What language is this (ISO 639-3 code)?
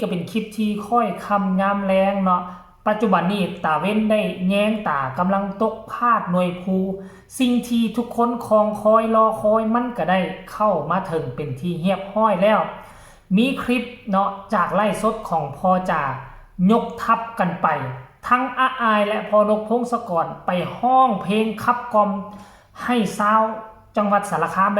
tts